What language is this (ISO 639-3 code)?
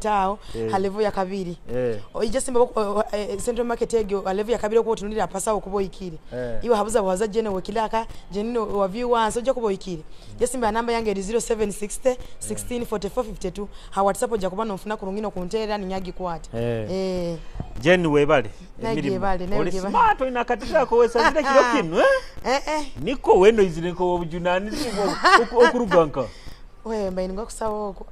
nyo